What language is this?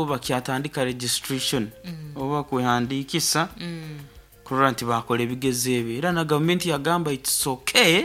Nyoro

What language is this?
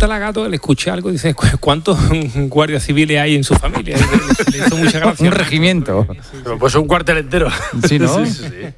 Spanish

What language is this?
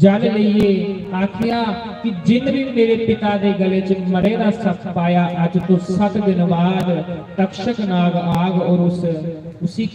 Dogri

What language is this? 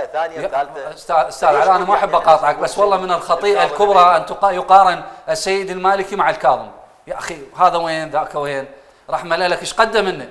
Mesopotamian Arabic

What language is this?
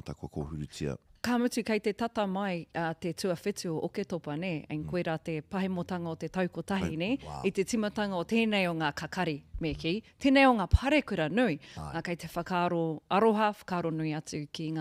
Māori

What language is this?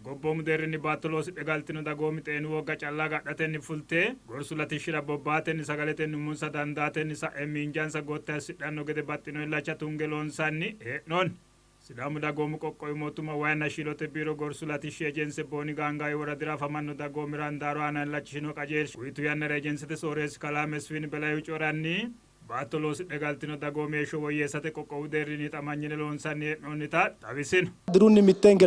Sidamo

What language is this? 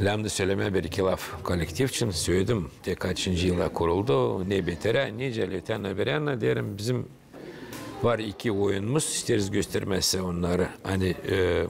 Gagauz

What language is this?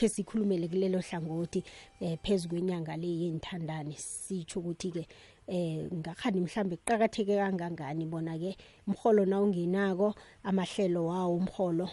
South Ndebele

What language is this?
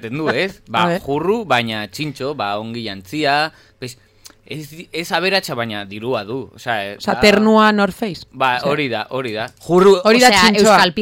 Basque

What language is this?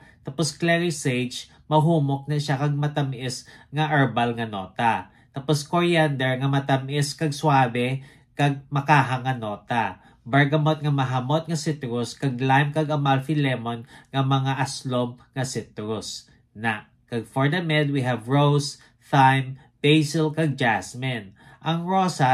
Hiligaynon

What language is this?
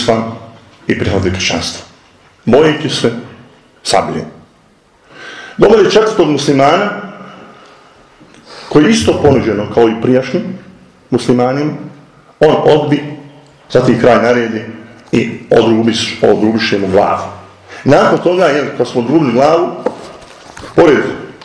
Bosnian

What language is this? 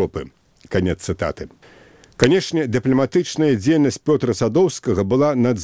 Belarusian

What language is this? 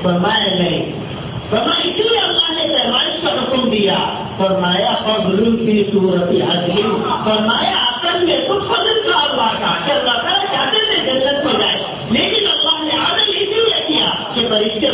Urdu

